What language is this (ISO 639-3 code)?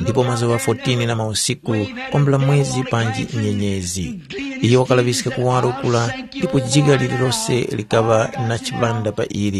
tum